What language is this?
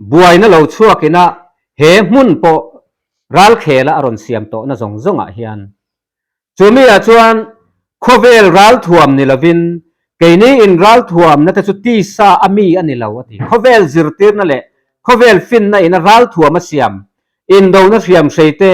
Mizo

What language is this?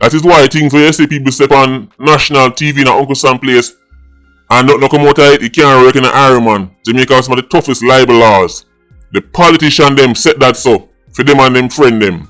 Jamaican Creole English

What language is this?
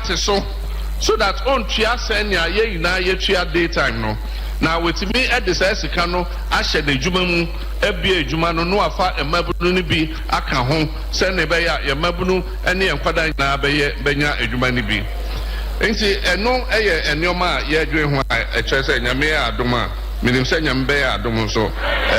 Akan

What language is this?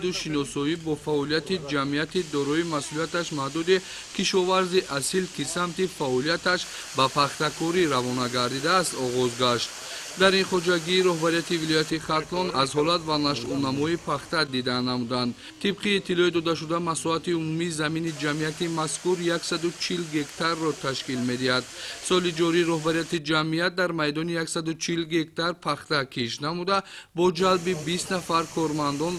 Tajik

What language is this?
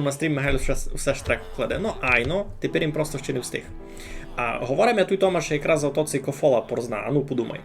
Rusyn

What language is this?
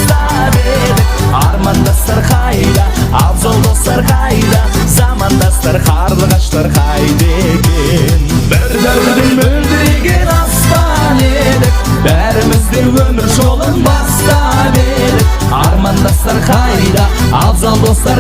Kara-Kalpak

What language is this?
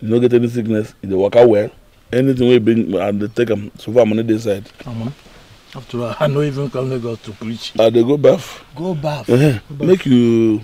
Nigerian Pidgin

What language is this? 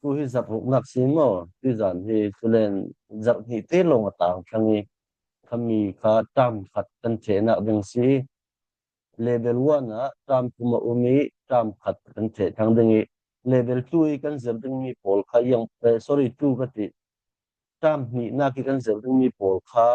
Falam Chin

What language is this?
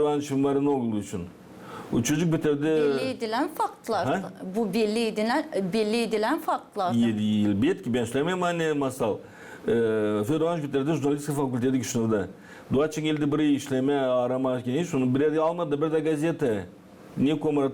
Gagauz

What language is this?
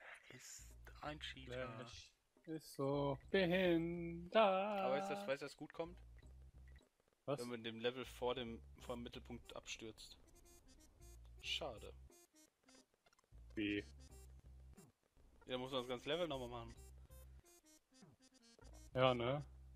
German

